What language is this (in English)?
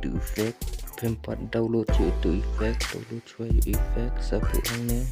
Khasi